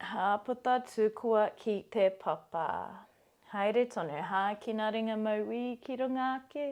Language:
Māori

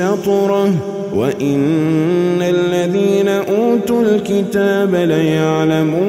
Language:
Arabic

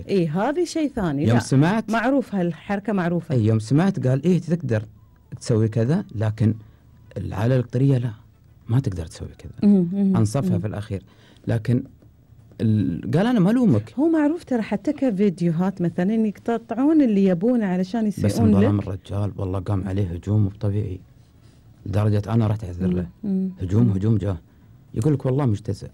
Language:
Gulf Arabic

